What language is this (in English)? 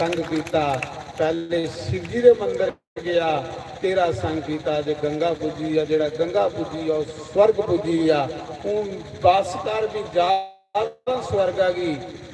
Dogri